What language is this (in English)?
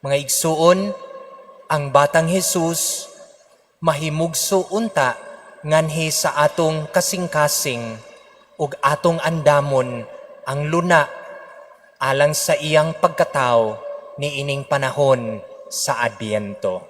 Cebuano